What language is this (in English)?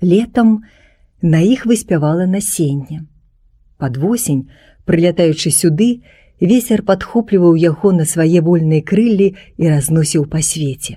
Belarusian